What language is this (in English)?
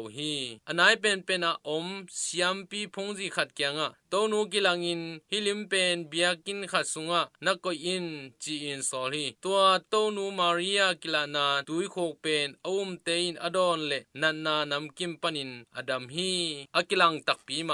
Tedim Chin